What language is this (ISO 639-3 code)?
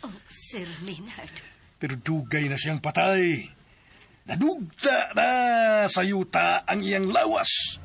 ceb